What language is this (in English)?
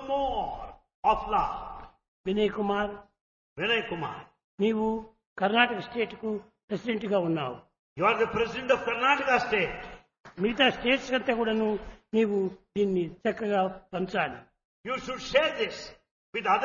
Telugu